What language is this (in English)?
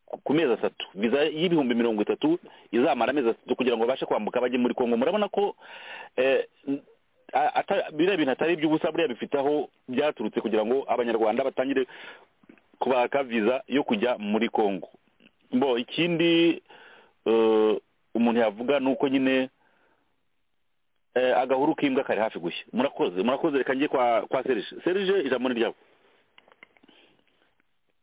Kinyarwanda